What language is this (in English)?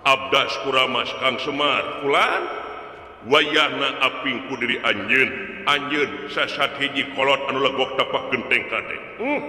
Sundanese